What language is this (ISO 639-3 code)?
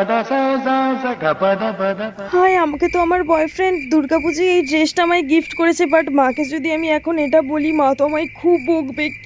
ben